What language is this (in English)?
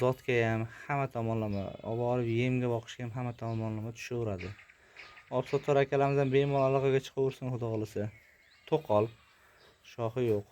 Uzbek